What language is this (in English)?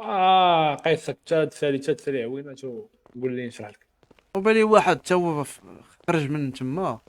Moroccan Arabic